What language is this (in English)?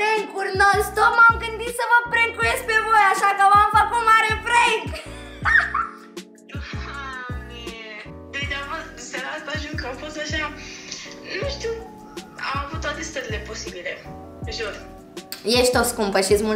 Romanian